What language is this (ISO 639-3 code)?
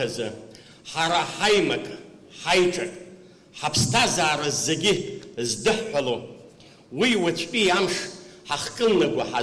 abk